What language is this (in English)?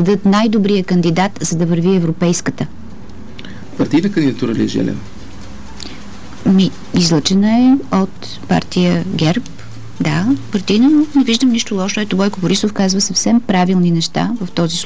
Bulgarian